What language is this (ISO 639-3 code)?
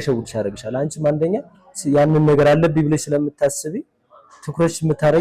amh